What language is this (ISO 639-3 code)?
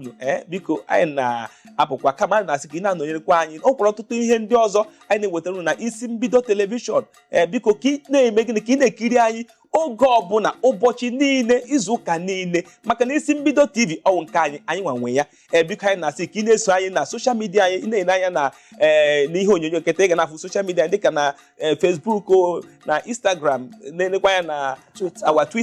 ibo